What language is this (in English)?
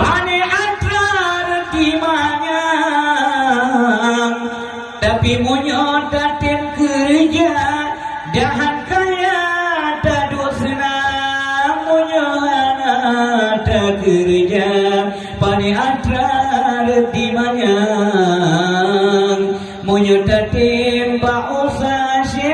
Achinese